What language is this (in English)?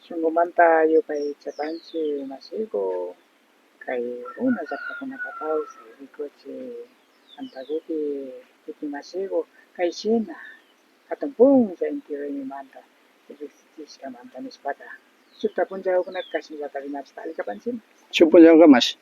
Imbabura Highland Quichua